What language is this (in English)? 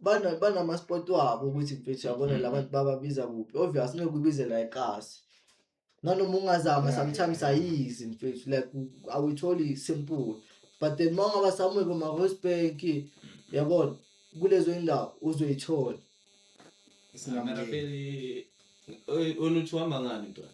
Zulu